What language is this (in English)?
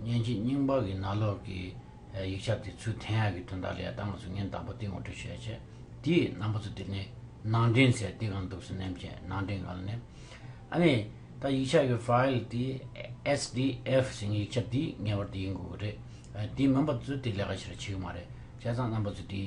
Tibetan